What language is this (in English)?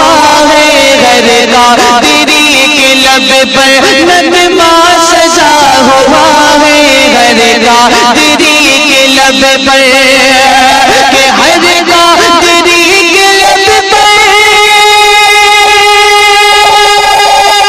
Urdu